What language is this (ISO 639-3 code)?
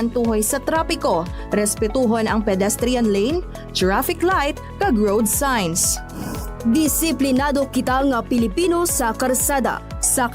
hil